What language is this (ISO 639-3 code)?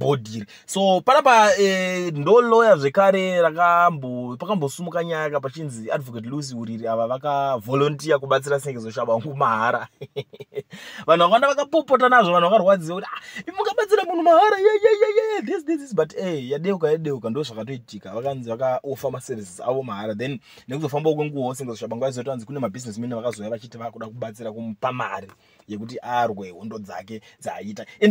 sna